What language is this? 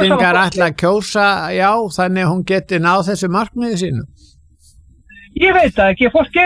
Icelandic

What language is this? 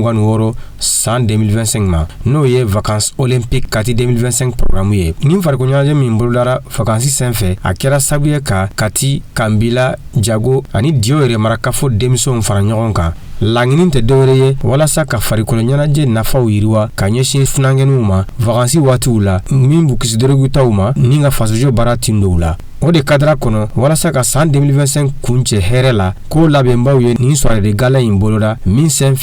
Bambara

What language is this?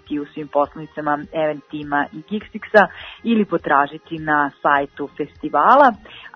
Serbian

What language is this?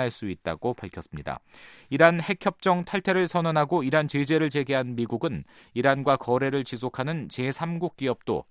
Korean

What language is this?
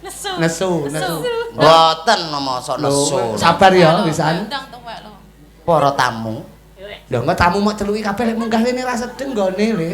Javanese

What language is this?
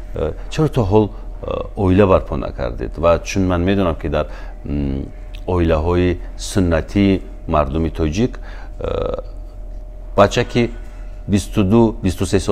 Tajik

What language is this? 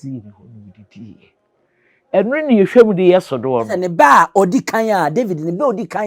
Akan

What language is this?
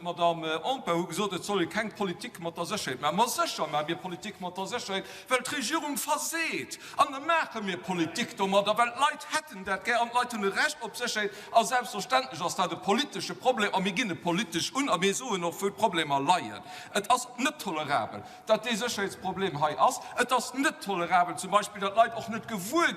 Luxembourgish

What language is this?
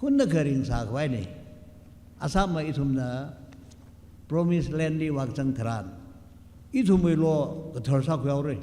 Tangkhul Naga (India)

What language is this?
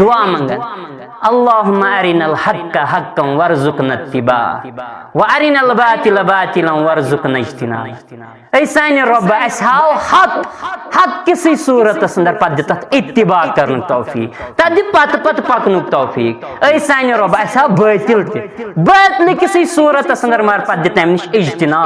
Kashmiri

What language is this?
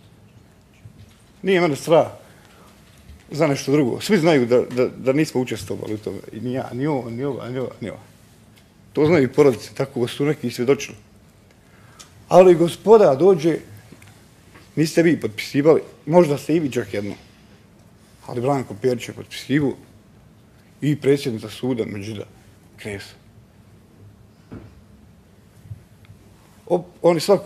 Bosnian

